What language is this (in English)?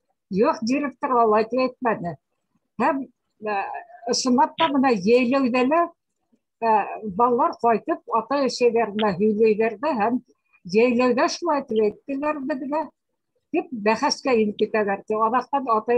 Bashkir